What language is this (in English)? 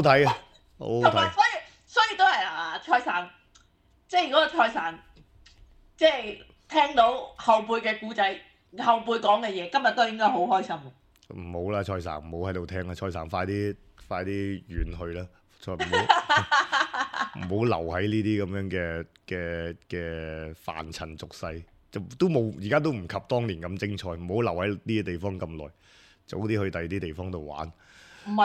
Cantonese